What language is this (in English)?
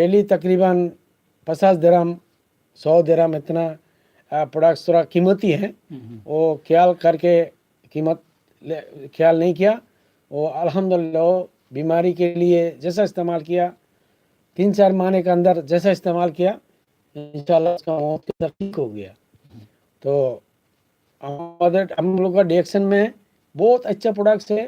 Eastern Balochi